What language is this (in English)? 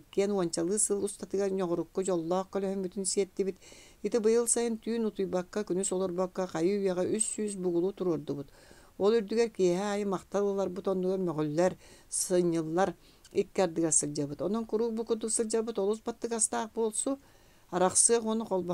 Yakut